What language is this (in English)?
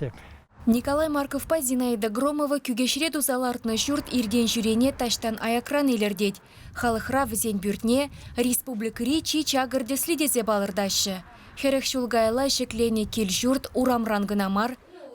Chuvash